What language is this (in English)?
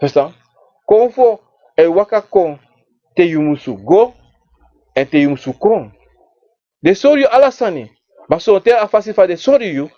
Sranan Tongo